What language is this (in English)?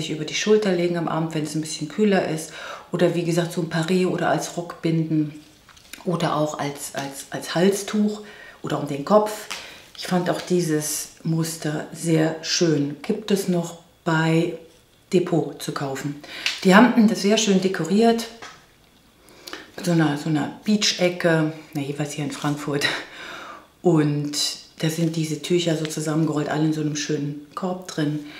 German